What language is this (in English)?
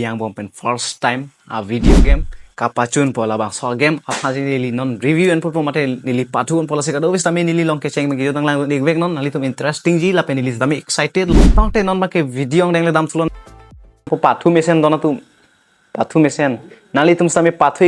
Karbi